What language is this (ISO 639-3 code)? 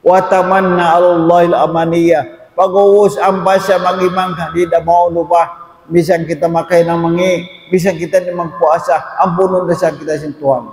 tsg